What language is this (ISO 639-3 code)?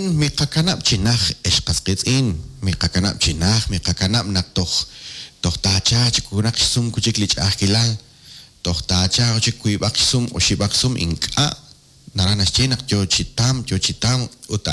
kek